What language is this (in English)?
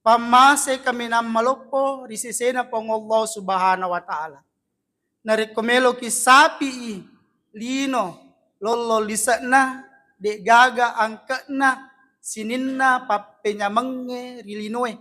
Buginese